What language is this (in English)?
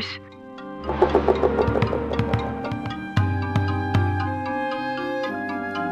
French